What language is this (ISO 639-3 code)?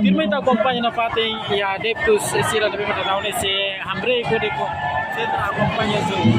tet